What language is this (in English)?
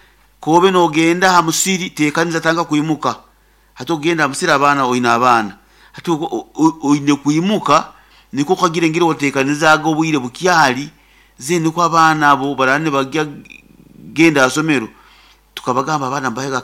Nyoro